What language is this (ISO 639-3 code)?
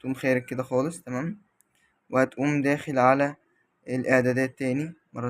arz